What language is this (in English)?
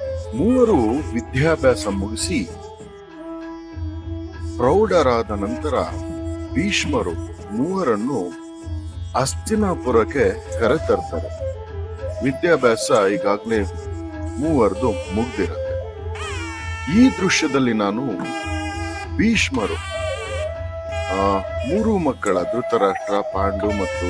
Kannada